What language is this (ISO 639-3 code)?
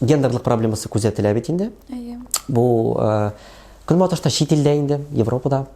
tat